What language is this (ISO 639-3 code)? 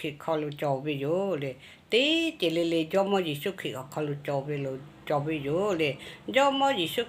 lhu